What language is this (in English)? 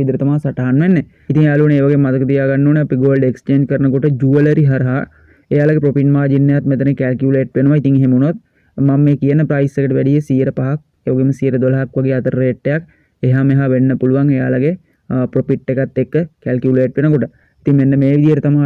Sinhala